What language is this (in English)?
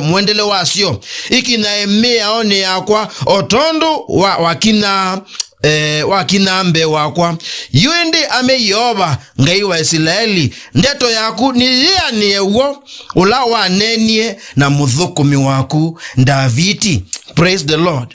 Kamba